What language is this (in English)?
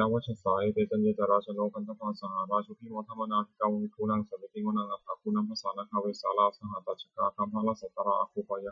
Pali